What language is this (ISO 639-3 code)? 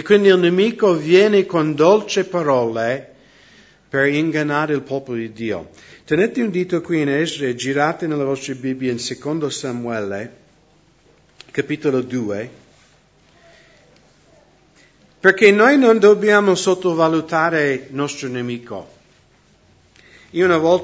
ita